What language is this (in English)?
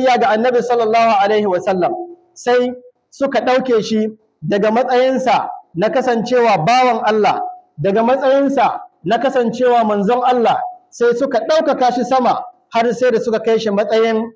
Hausa